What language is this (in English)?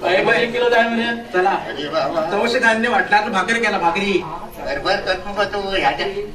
Konkani